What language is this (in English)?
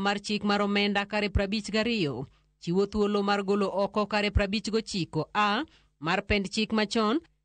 Luo (Kenya and Tanzania)